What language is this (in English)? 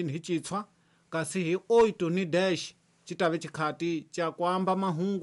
Tsonga